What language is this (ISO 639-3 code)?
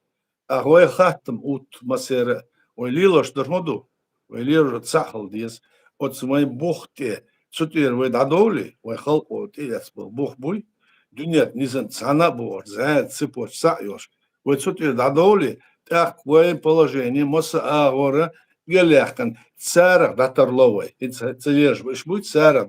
che